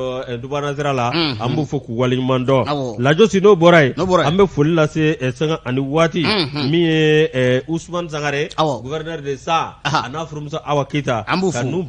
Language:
Bambara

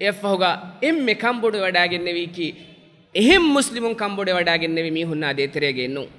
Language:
Divehi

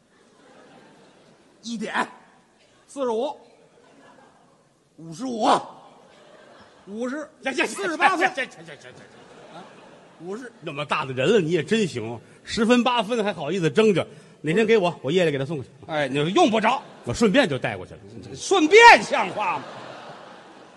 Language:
Chinese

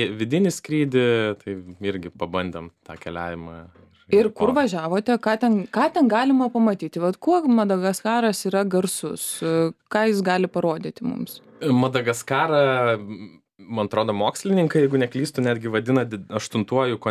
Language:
Lithuanian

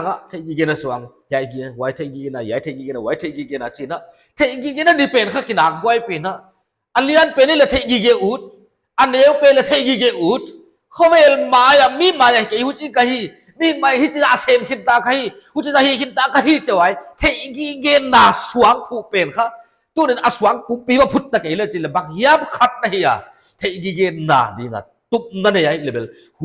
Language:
Paite Chin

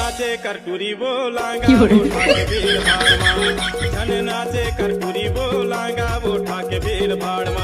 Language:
Chhattisgarhi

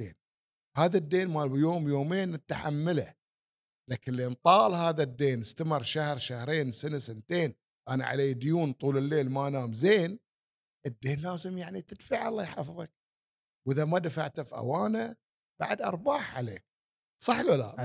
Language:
Gulf Arabic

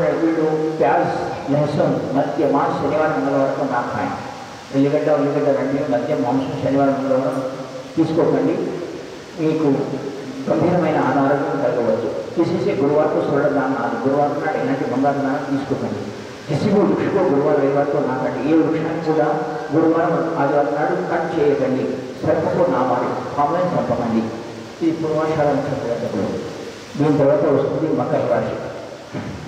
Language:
Telugu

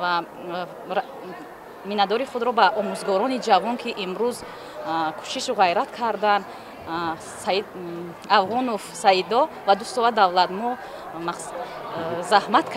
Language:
Tajik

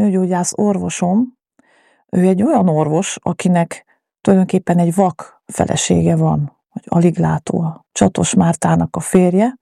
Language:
Hungarian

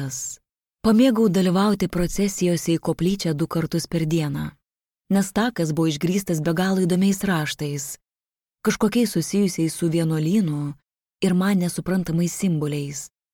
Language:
Lithuanian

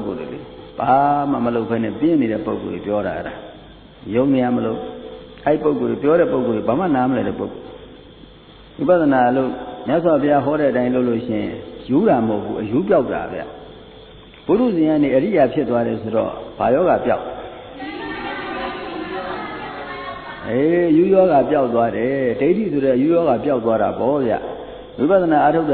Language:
Burmese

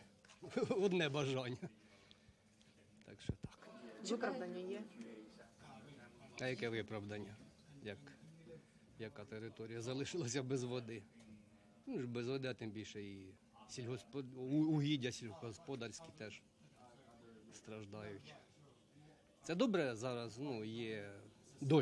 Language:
Ukrainian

